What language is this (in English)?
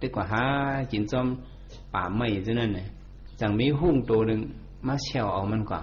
Shan